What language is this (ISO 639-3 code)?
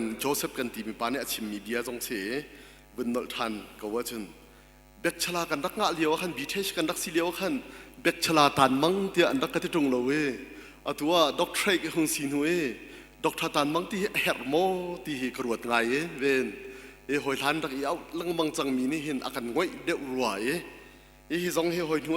cnh